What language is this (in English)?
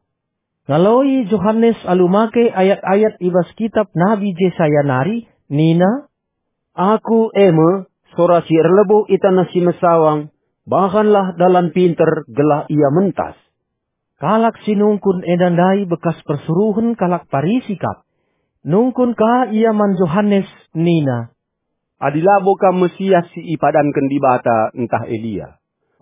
Batak Karo